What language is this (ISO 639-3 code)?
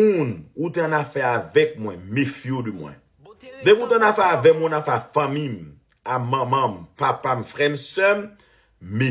hat